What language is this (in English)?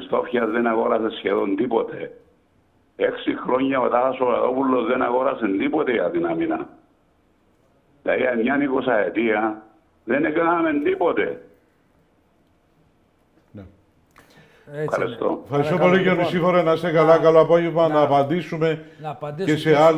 Greek